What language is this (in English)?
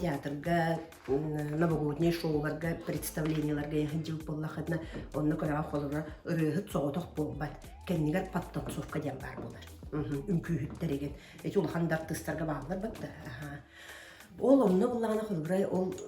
Yakut